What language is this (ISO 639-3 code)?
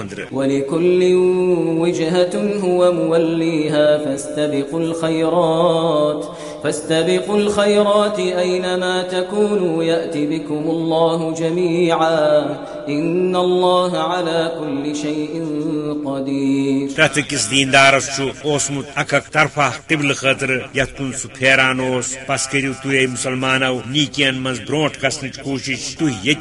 kas